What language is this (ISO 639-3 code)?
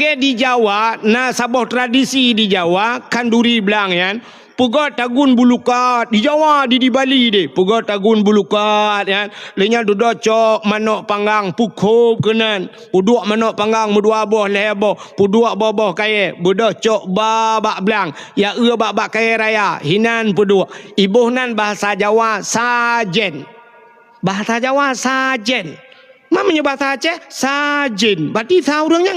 ace